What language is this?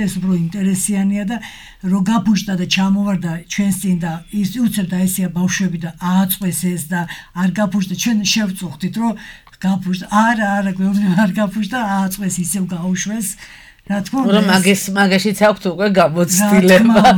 Georgian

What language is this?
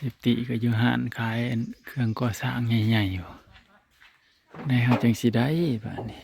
Northeastern Thai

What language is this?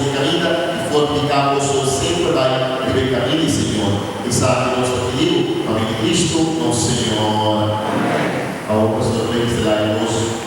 Papiamento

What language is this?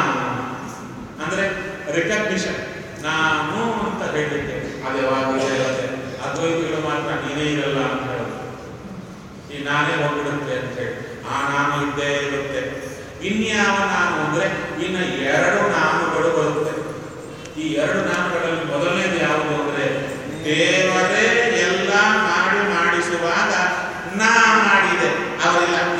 Kannada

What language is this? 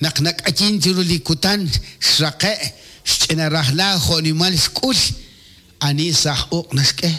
Kekchí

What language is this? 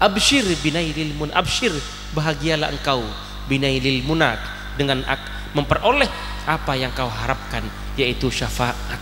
Madurese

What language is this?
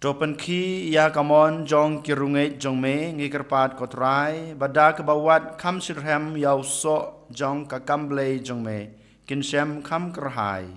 Khasi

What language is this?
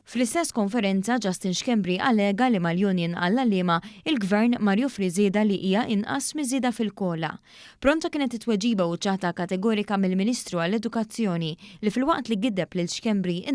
Maltese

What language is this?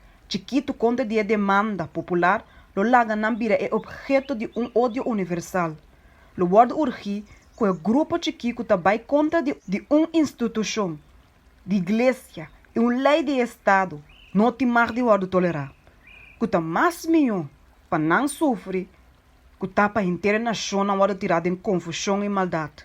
Papiamento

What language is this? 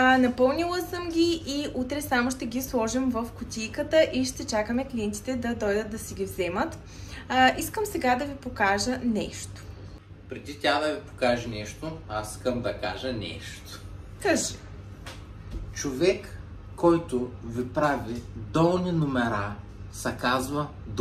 Bulgarian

